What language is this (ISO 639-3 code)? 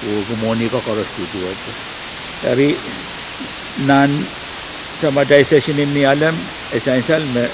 pon